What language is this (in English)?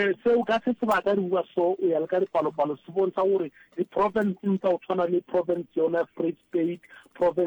Southern Sotho